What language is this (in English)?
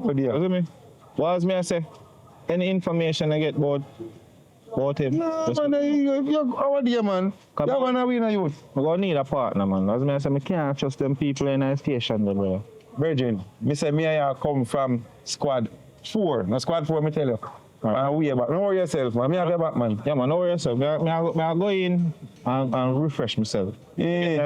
Jamaican Creole English